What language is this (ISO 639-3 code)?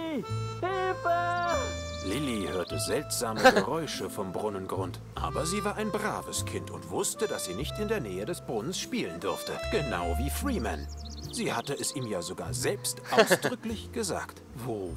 gsw